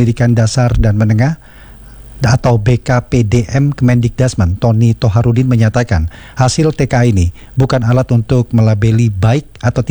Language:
Indonesian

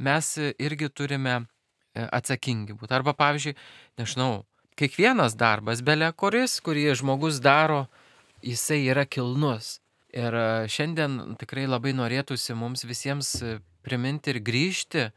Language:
Lithuanian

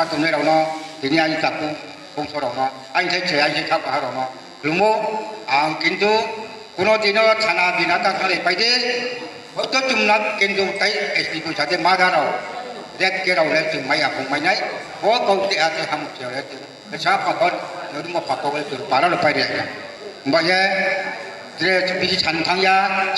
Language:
Riang (India)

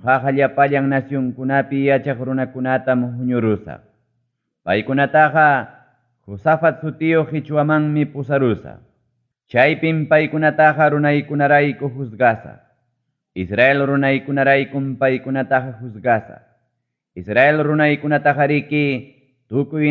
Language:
Ayacucho Quechua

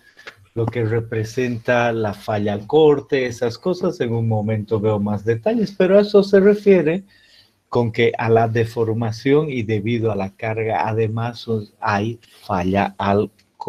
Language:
Spanish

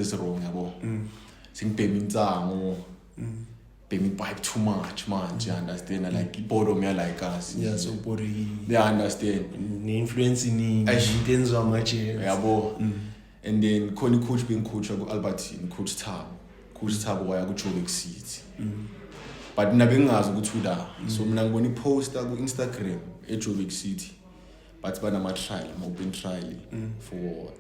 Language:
Zulu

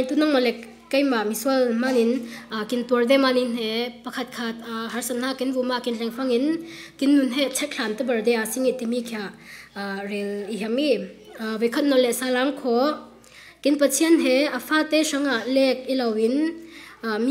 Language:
Falam Chin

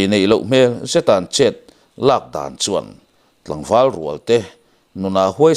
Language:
Mizo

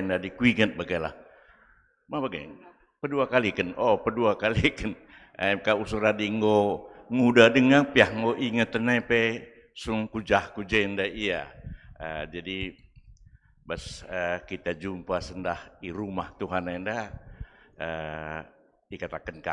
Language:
Batak Karo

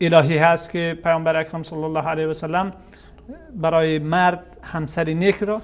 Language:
Persian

